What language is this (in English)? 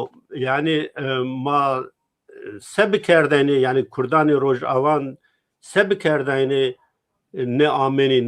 Zaza